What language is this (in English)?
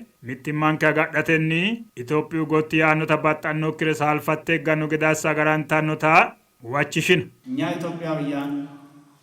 Sidamo